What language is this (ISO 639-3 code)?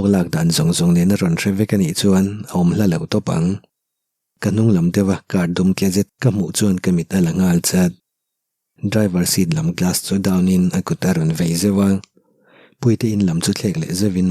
lus